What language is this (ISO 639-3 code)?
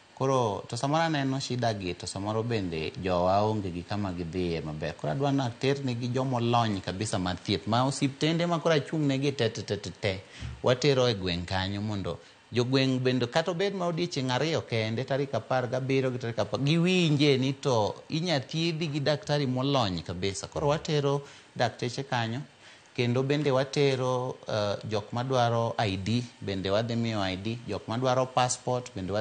luo